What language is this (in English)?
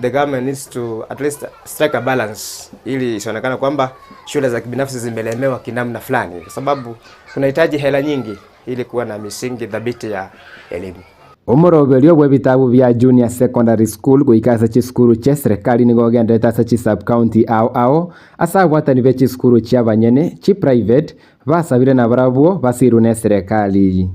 Gusii